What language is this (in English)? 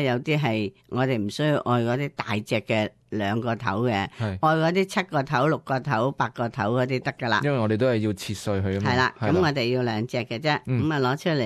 Cantonese